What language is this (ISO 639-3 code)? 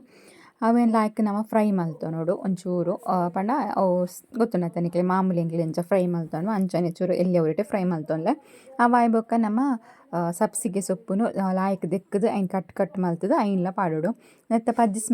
tcy